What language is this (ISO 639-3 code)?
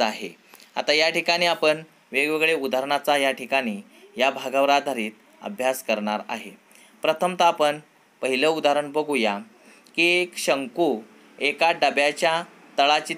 mar